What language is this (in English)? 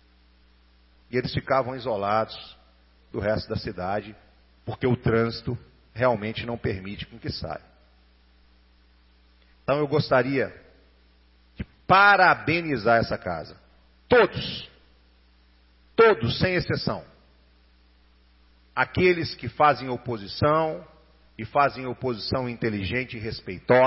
Portuguese